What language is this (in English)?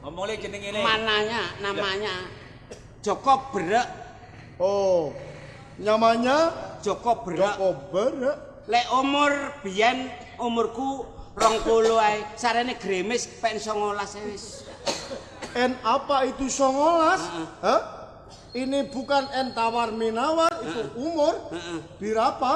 Javanese